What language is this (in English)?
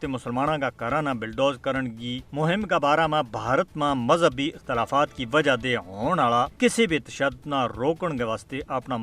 Gujari